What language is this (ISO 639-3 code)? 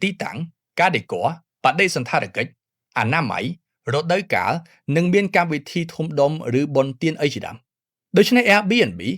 khm